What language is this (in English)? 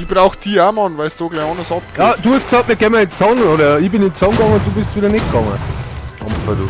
Bavarian